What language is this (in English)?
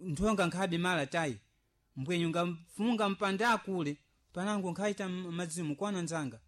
Sena